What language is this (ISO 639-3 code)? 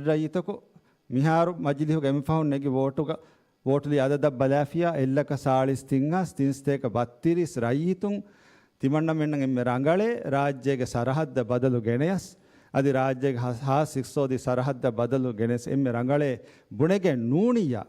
div